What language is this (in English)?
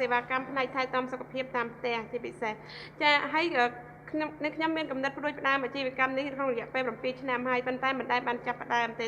Khmer